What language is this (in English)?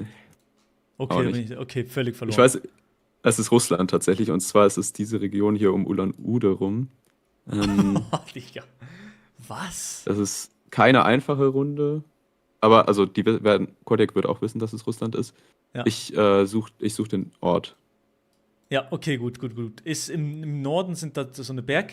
Swiss German